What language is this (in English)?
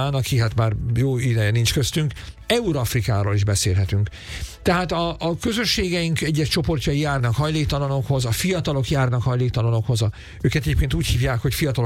Hungarian